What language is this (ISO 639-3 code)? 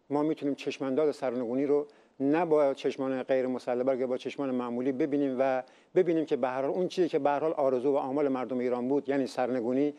fas